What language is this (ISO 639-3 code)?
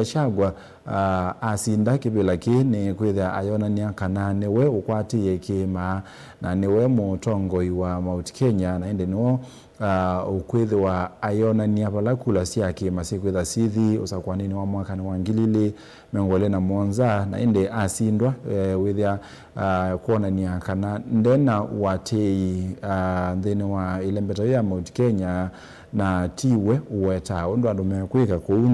kam